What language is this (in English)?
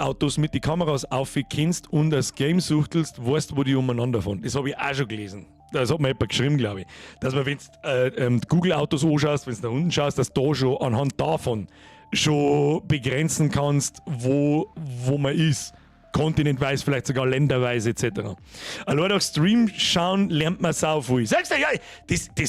Bavarian